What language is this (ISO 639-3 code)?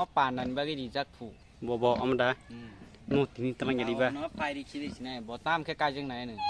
trp